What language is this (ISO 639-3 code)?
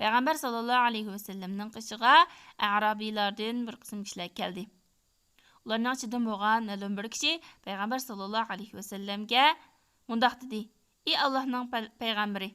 uig